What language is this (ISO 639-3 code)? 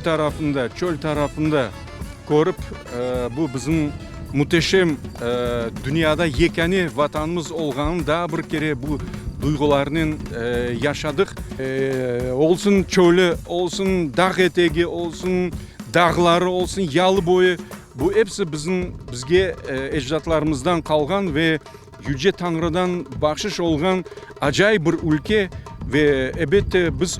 crh